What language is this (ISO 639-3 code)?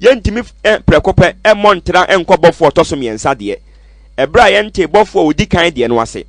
aka